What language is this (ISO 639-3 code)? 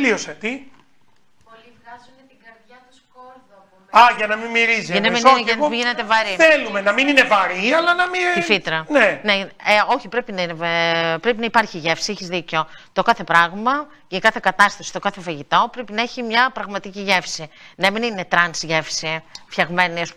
ell